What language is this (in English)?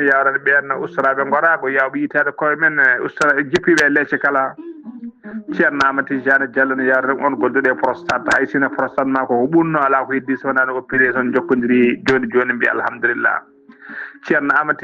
Fula